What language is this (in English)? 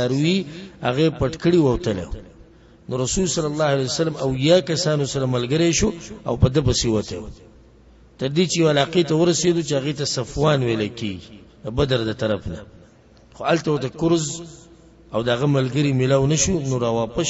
Pashto